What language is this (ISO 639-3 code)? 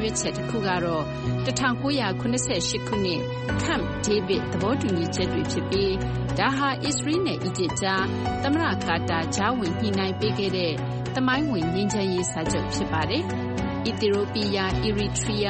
mya